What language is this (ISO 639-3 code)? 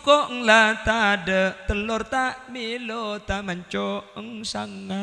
mad